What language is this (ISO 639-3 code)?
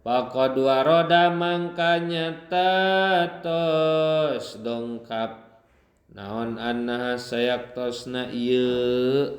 sun